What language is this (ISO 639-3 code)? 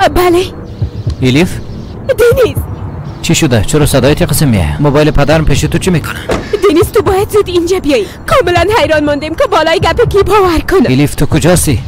fas